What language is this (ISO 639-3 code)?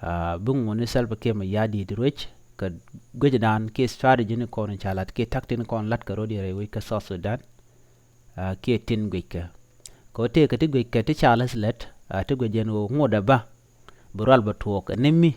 nus